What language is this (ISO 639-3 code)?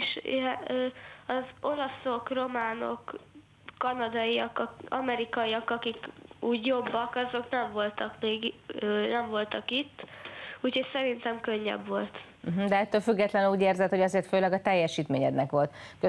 hun